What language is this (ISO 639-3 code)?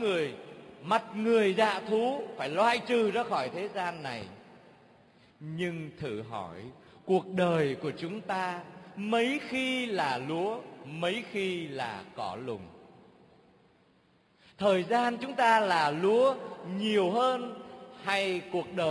vie